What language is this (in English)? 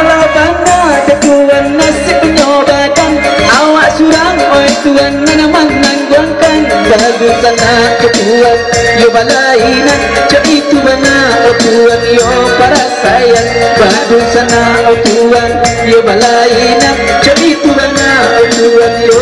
Minangkabau